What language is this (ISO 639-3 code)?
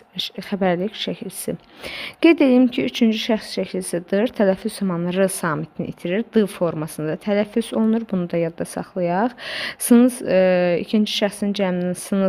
aze